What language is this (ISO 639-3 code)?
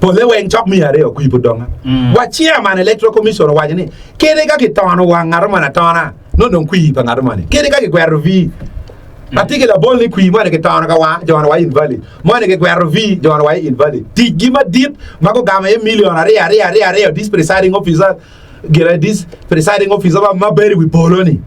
ach